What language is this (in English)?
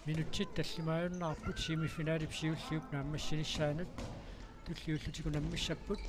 Kalaallisut